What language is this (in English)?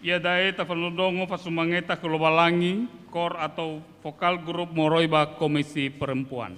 Nias